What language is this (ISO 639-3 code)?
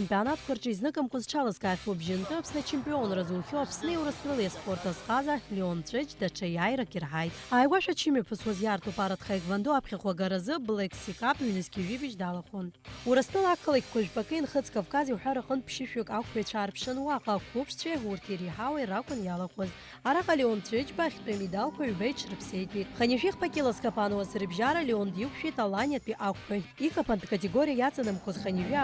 abk